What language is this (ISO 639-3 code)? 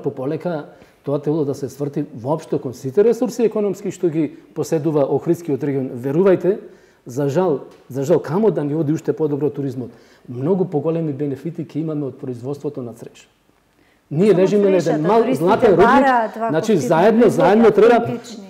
mkd